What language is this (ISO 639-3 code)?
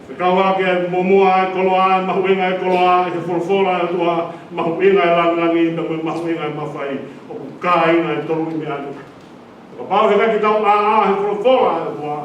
ton